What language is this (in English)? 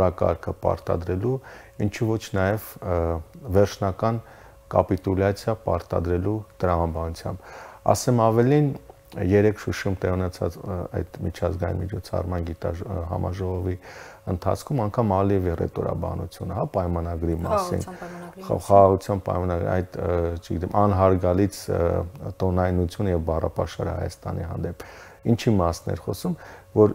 Armenian